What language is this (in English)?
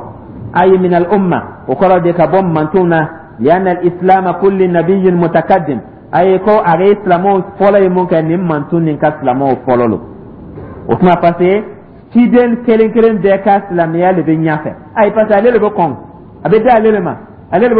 Dyula